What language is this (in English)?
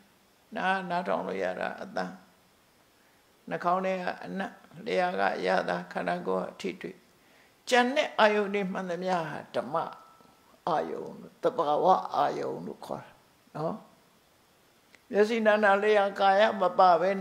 Burmese